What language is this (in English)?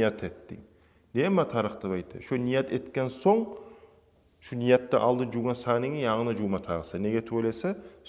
Kumyk